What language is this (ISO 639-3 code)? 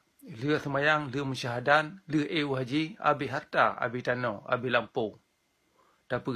ace